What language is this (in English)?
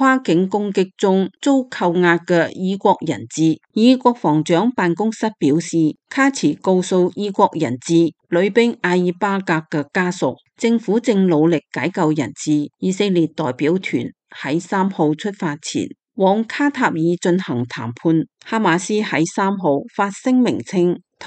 Cantonese